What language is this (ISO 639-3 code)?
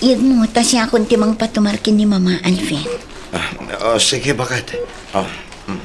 ilo